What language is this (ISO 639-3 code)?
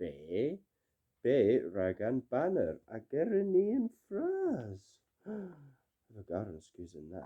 cor